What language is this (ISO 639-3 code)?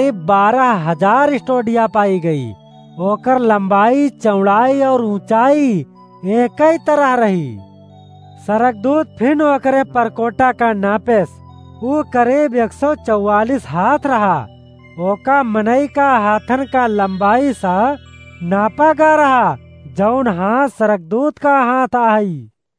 awa